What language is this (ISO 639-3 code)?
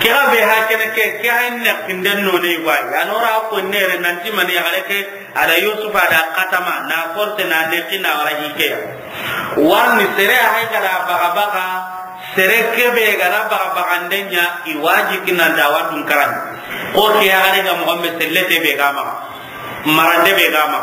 snk